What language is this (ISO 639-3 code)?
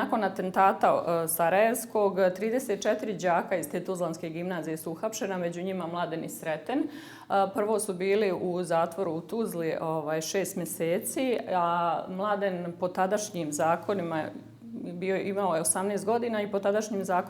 bos